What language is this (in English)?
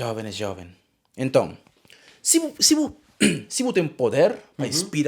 Kabuverdianu